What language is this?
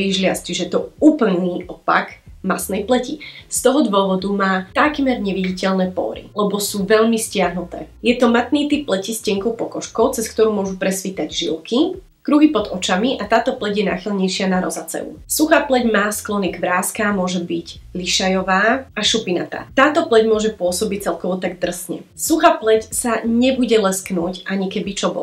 Slovak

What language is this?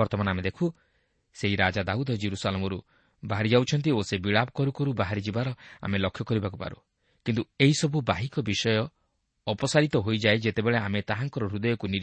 Odia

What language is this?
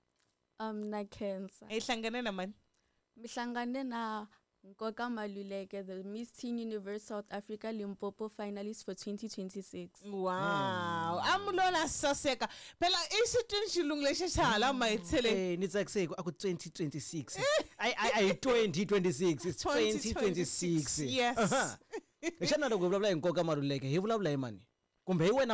Tsonga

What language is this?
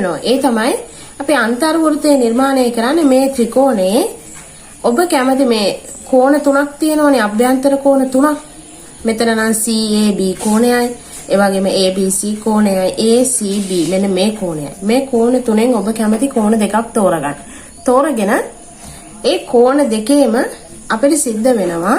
Sinhala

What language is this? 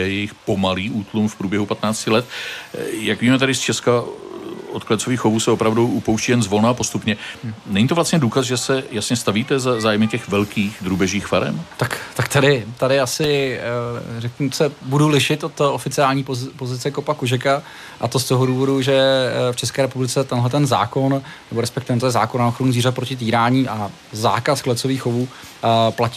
Czech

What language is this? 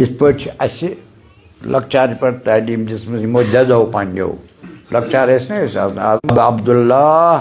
Kashmiri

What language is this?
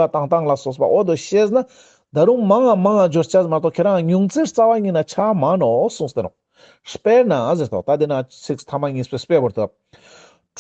Ladakhi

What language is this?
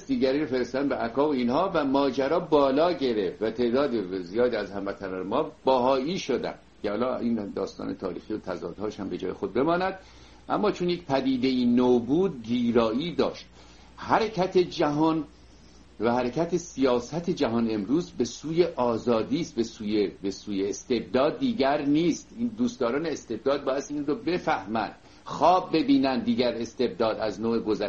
Persian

